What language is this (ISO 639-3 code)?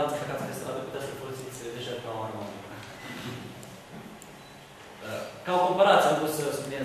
ron